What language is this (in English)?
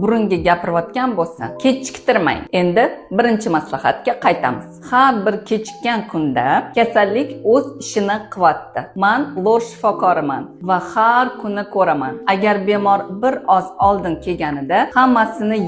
Uzbek